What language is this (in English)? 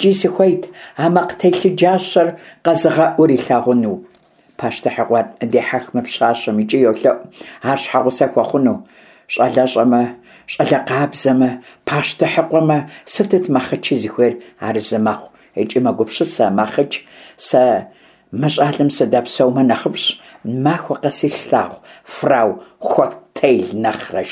Kabardian